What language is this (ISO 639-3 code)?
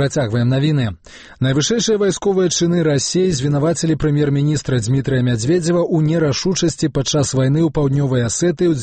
bel